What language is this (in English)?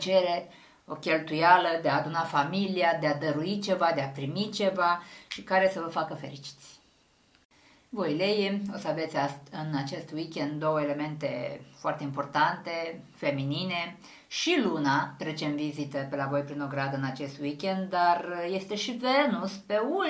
Romanian